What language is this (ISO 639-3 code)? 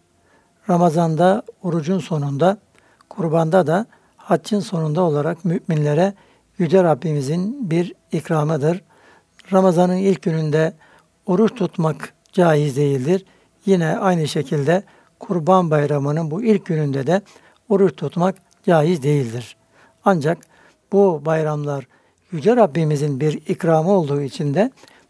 tur